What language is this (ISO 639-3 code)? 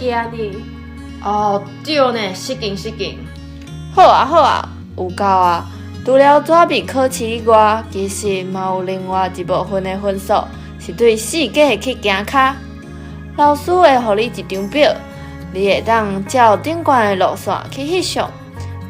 nan